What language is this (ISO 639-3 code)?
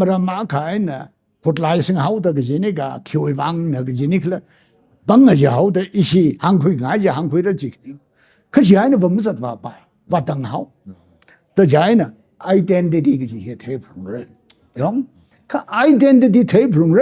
nmf